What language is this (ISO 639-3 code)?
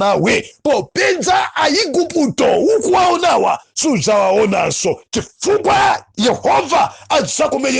nya